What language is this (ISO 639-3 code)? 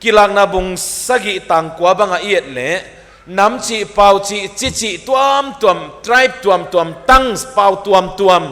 pck